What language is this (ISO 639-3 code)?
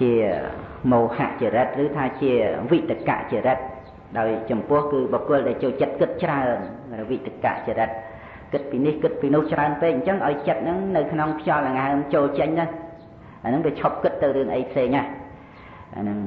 khm